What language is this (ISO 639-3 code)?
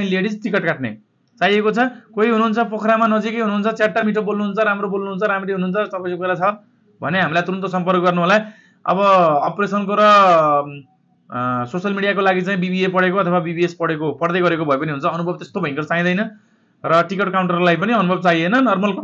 nep